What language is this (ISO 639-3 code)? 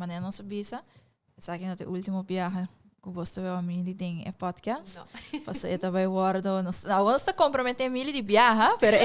pap